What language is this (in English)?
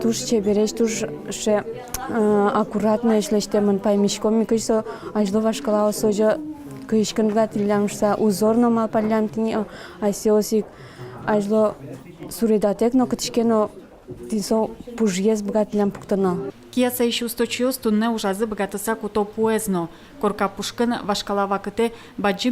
Udmurt